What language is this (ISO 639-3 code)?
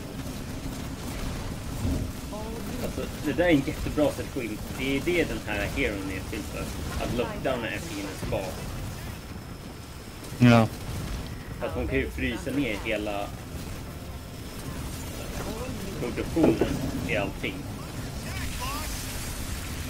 swe